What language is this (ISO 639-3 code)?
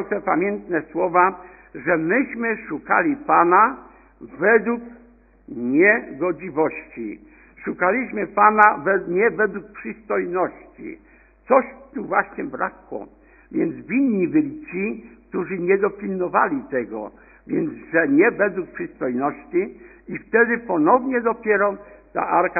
pol